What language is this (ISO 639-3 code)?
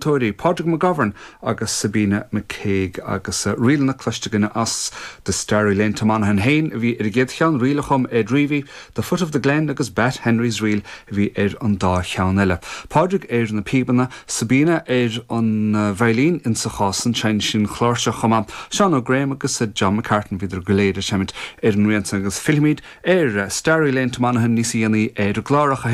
gle